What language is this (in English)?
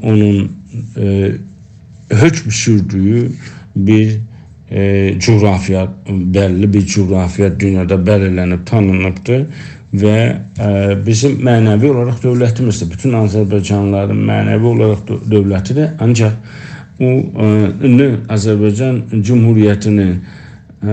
South Azerbaijani